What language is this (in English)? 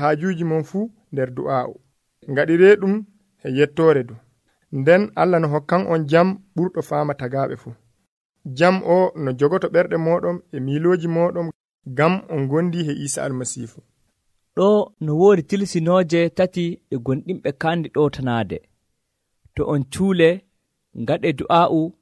Nigerian Fulfulde